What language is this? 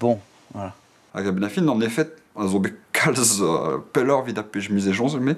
Breton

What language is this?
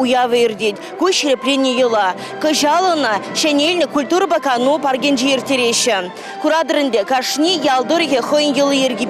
Chuvash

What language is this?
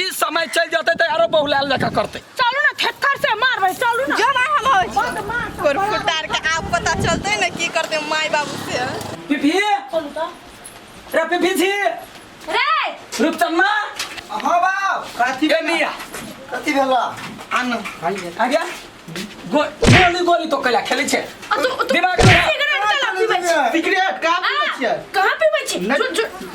Maithili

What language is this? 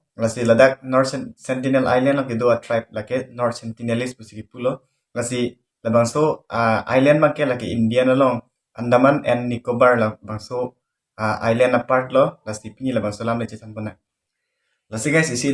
Karbi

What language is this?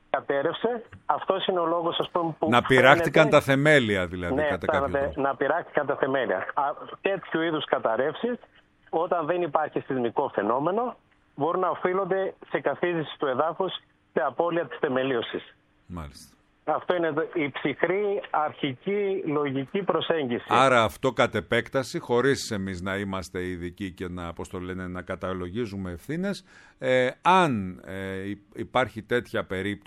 Greek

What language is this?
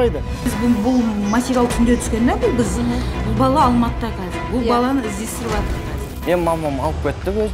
Kazakh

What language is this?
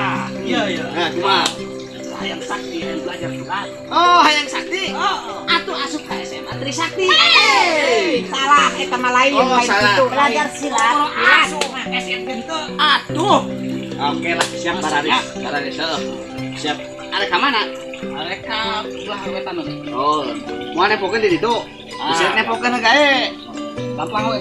Sundanese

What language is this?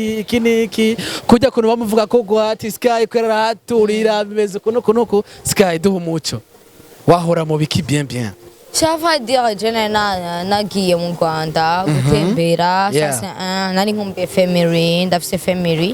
Rundi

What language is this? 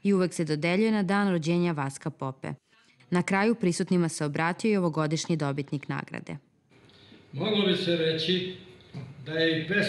Serbian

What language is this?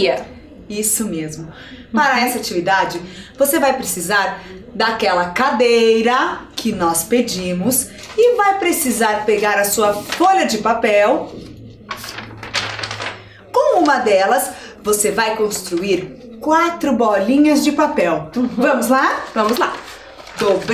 Portuguese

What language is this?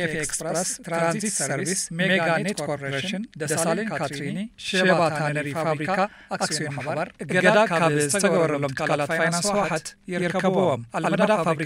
Tigrinya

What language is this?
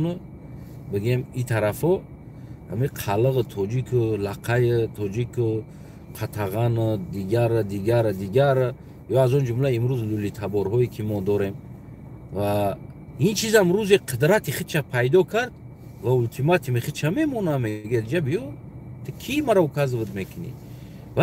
Tajik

